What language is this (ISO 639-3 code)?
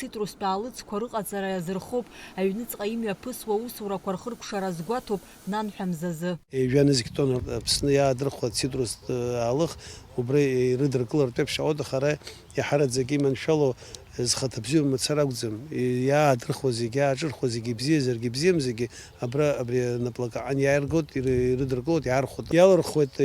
abk